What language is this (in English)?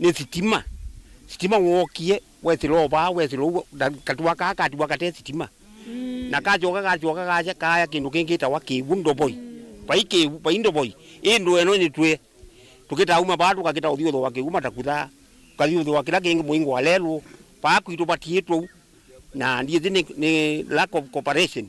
Kamba